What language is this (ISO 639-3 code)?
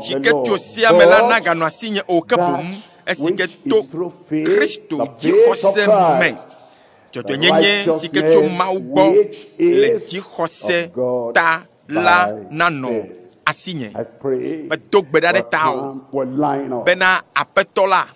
ewe